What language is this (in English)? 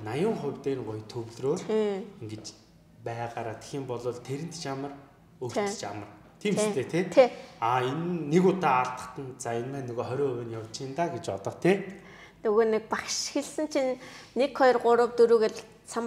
Mongolian